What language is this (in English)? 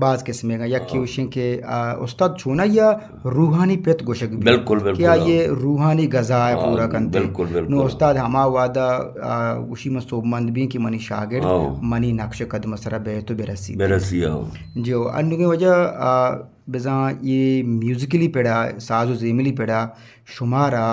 Eastern Balochi